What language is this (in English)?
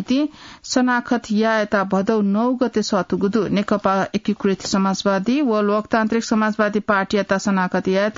Newari